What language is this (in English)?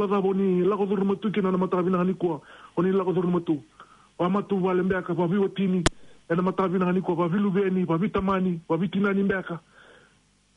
Fijian